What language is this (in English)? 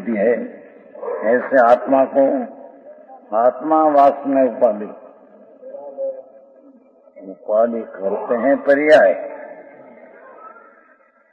Hindi